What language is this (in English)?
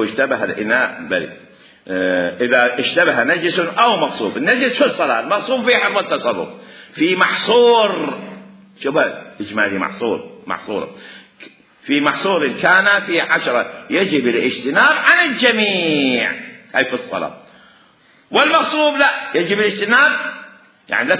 Mesopotamian Arabic